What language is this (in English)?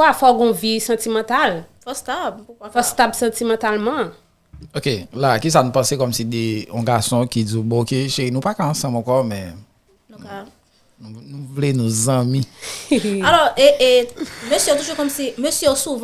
Haitian Creole